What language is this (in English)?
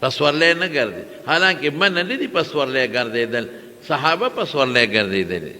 Pashto